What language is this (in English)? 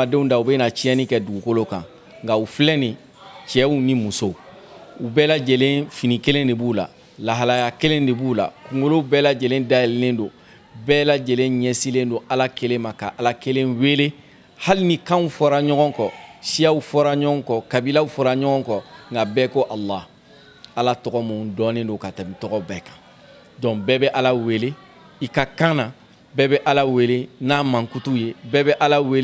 Bambara